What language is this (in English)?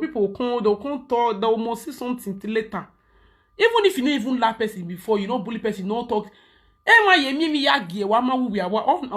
Nigerian Pidgin